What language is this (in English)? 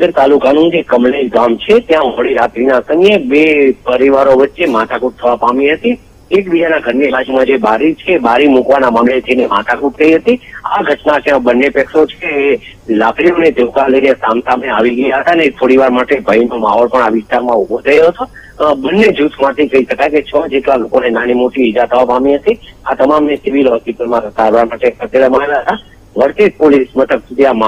Gujarati